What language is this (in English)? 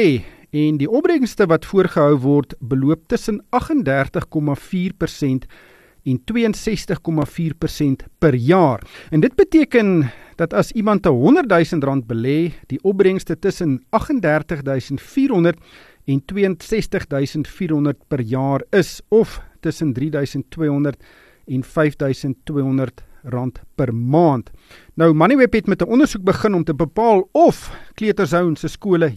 Afrikaans